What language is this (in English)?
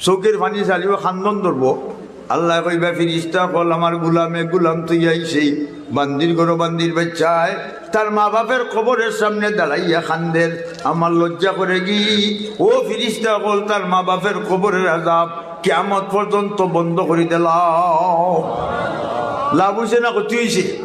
Sylheti